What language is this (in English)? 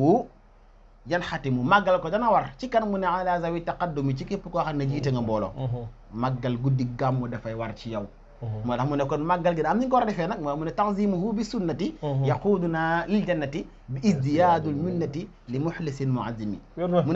Wolof